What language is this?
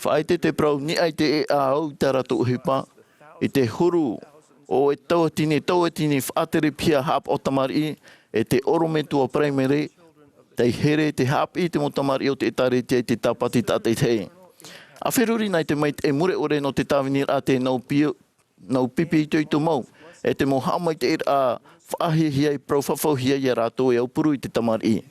Tahitian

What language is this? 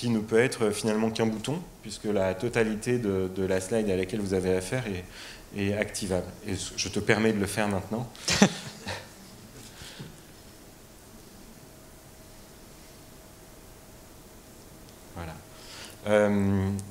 French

